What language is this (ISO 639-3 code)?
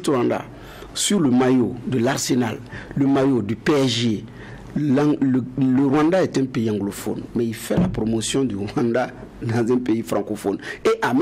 fra